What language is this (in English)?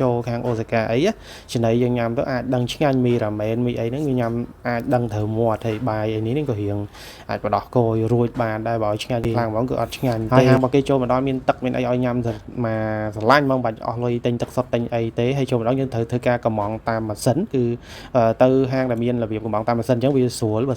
Khmer